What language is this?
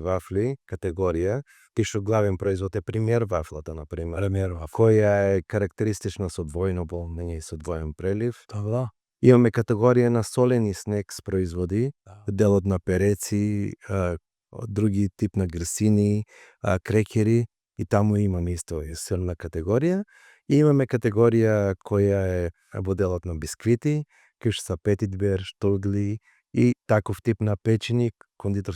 Macedonian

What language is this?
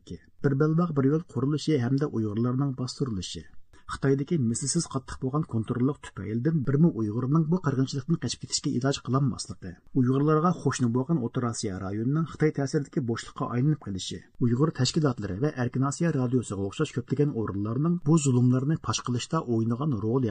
Uyghur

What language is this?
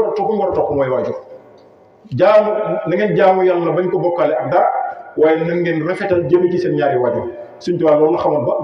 Wolof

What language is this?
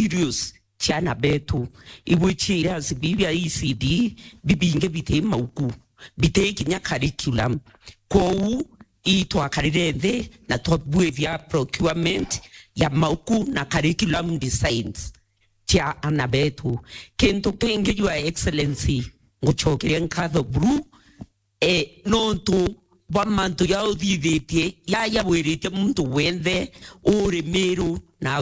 Meru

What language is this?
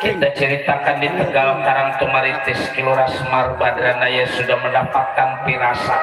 Betawi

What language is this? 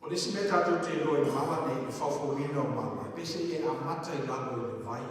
Samoan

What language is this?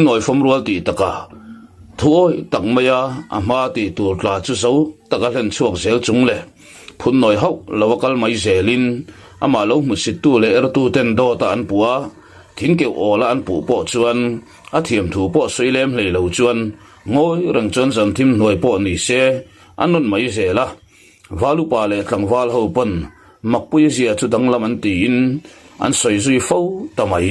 Mizo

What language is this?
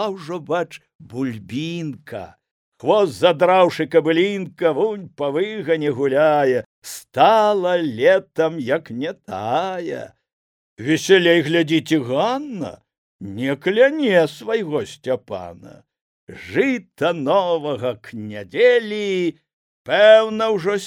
Belarusian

